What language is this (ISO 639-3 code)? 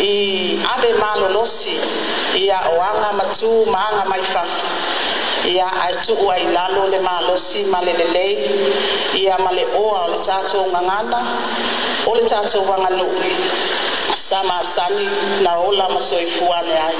smo